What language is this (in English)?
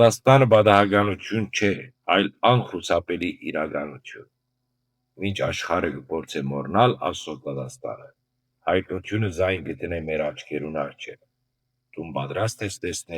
Western Armenian